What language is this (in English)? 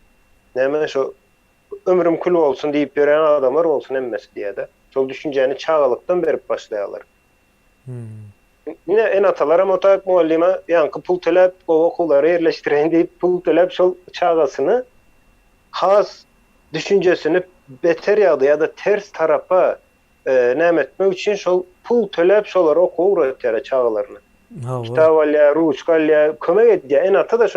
Turkmen